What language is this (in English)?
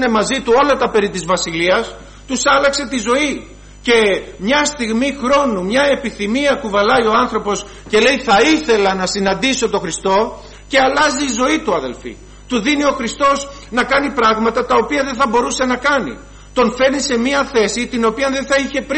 Greek